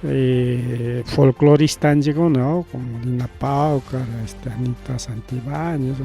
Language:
Ayacucho Quechua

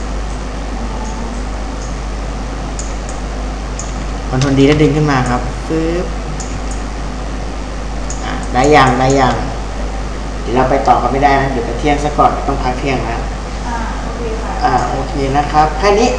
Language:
Thai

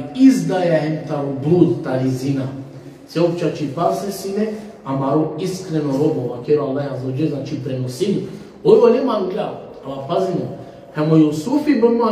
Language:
Balkan Romani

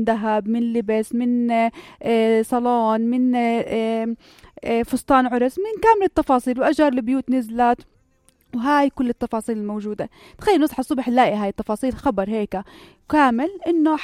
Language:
North Levantine Arabic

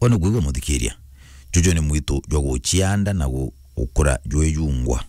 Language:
Meru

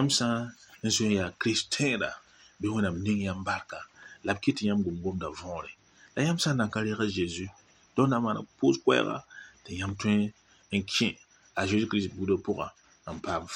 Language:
Mossi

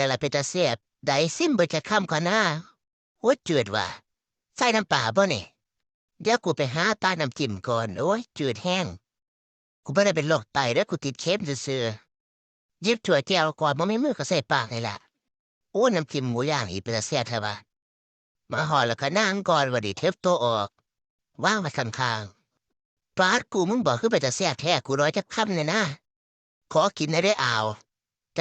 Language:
Northeastern Thai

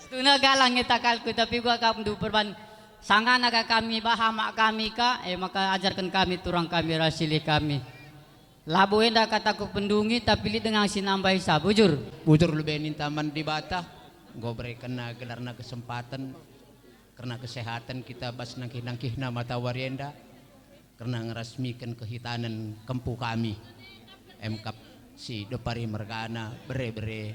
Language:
Batak Karo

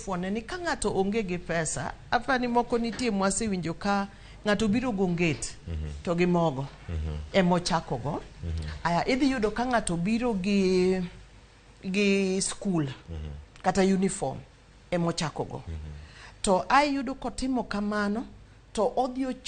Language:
Luo (Kenya and Tanzania)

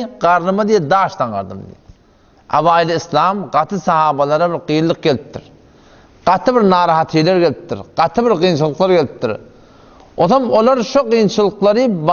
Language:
Turkmen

